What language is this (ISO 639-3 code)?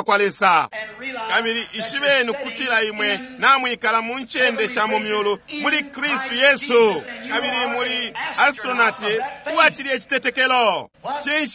bem